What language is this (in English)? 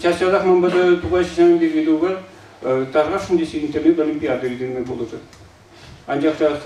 Chuvash